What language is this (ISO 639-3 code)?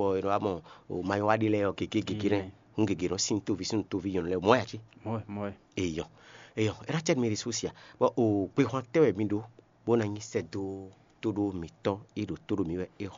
fon